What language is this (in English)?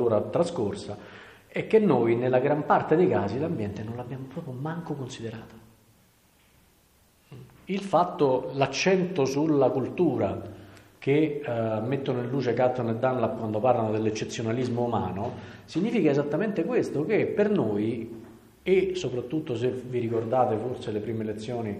Italian